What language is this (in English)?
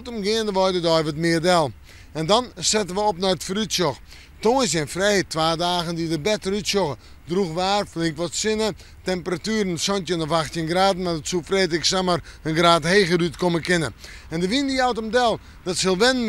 Western Frisian